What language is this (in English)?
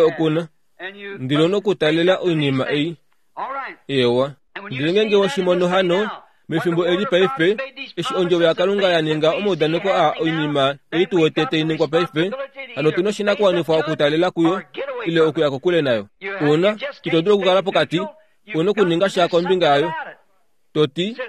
Kuanyama